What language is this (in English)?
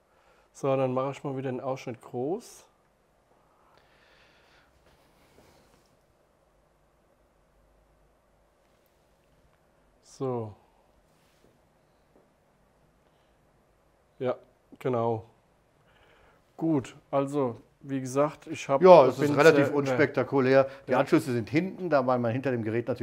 German